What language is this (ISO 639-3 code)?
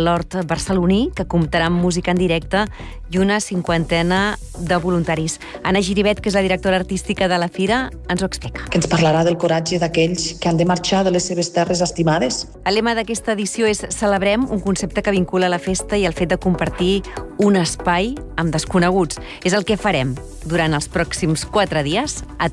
cat